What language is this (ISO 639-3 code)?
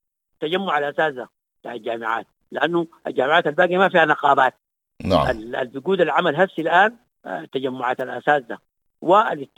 apd